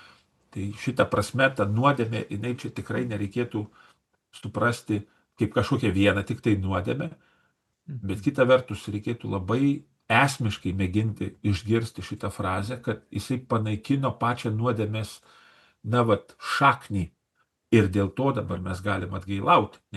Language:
Lithuanian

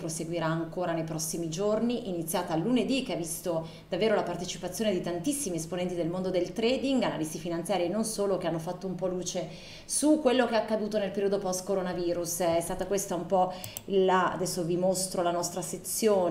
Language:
Italian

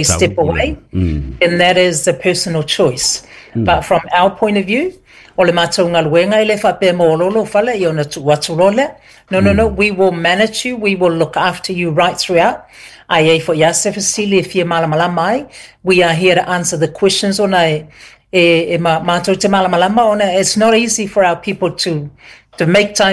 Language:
Samoan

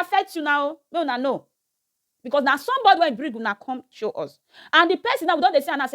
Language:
Nigerian Pidgin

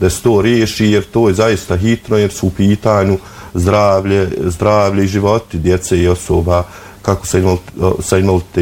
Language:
Bosnian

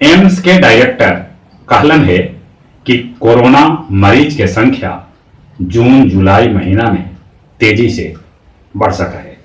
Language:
Magahi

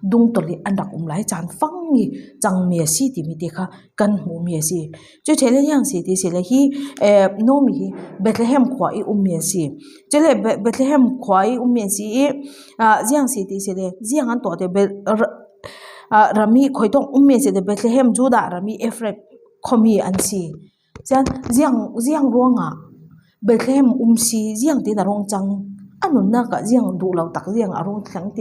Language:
Falam Chin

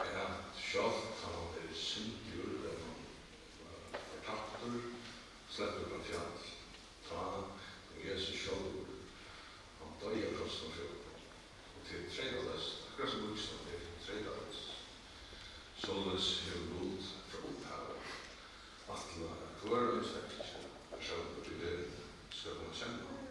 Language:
Faroese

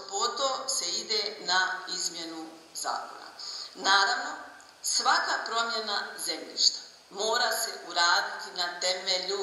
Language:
Bosnian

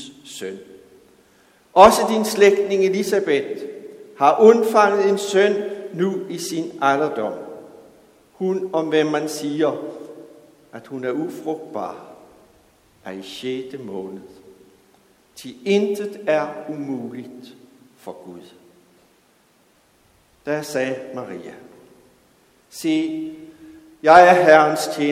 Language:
Danish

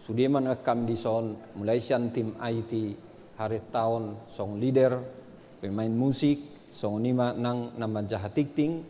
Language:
Batak Toba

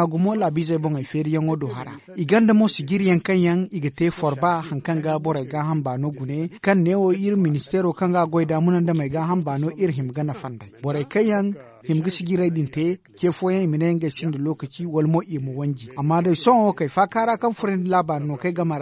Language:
Zarma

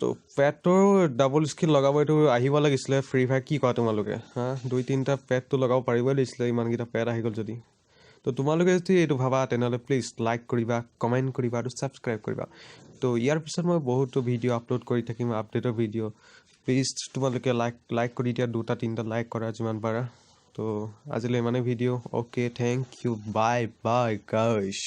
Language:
Assamese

